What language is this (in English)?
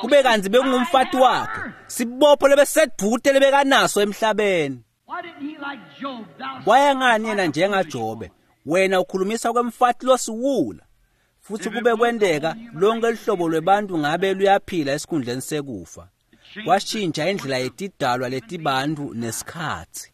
Swati